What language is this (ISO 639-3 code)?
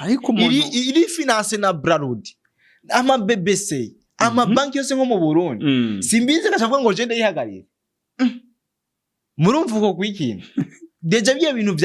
run